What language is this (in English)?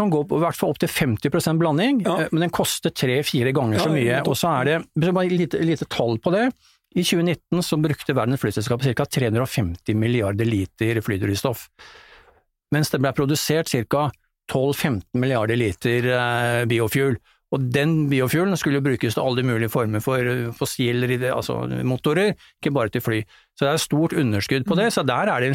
Norwegian